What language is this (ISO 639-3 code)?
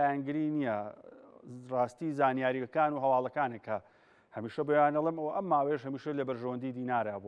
ckb